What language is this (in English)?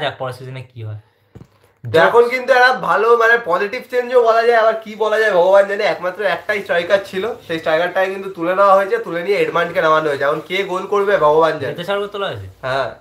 Bangla